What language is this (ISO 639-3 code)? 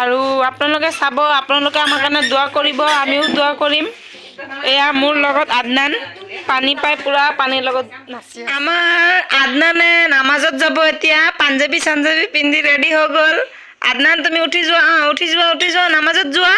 asm